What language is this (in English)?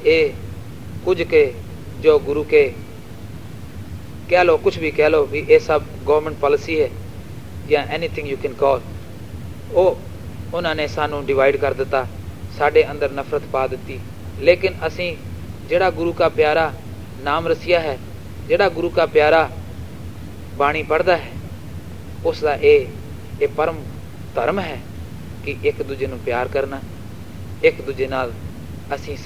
Punjabi